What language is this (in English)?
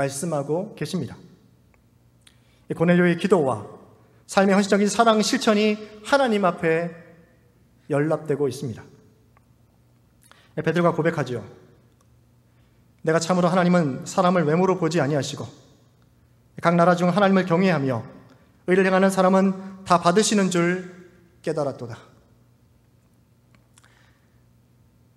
Korean